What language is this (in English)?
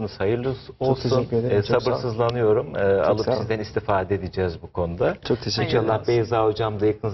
Turkish